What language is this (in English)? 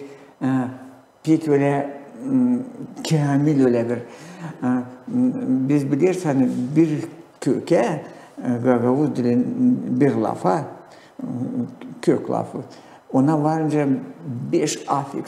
Gagauz